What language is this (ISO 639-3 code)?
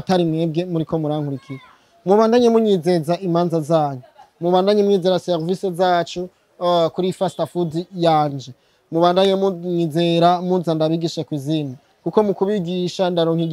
run